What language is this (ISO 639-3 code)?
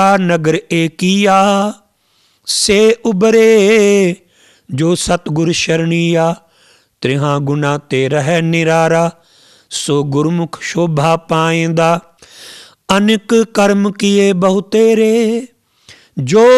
pan